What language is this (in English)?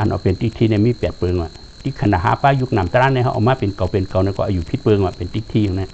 Shan